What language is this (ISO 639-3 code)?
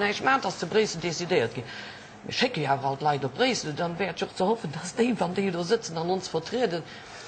ltz